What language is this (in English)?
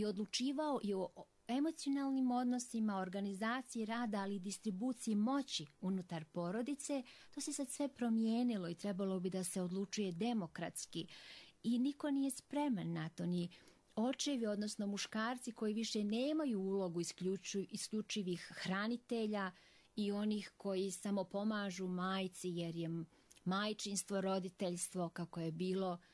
Croatian